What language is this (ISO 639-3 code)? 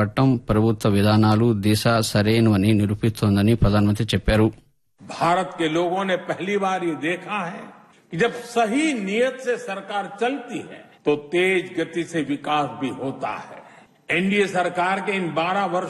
tel